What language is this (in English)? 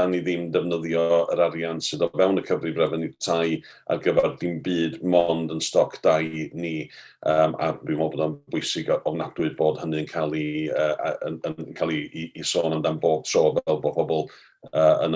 Welsh